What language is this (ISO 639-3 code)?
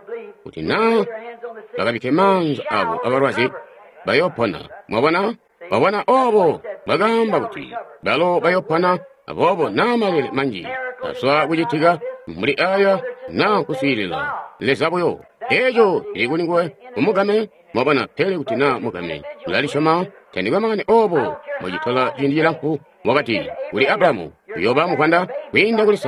toi